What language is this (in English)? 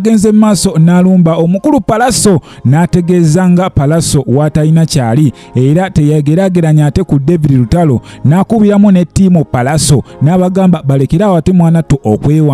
Ganda